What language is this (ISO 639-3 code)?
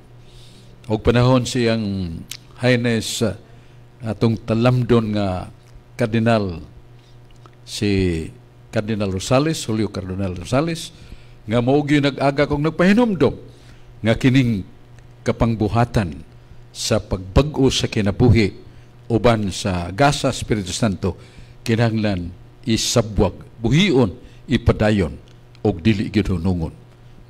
ceb